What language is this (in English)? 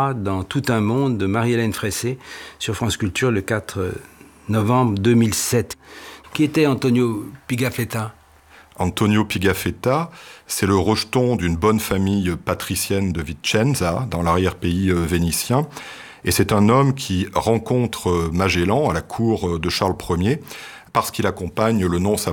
French